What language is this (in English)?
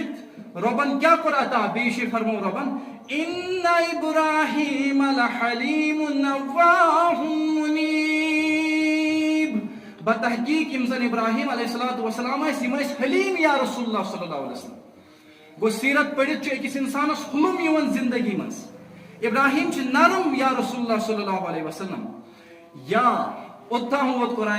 Kashmiri